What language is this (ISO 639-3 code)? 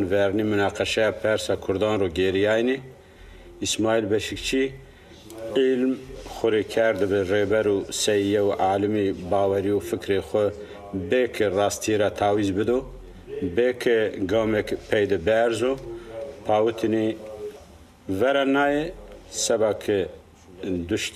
zza